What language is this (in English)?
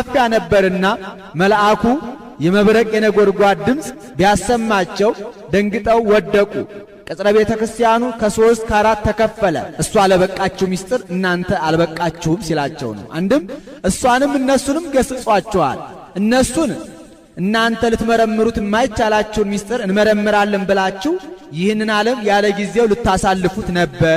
Amharic